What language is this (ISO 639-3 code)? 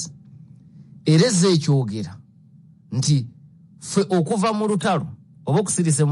lug